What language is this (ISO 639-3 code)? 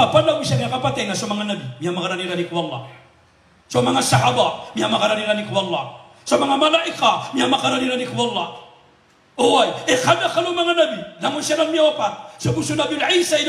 mrw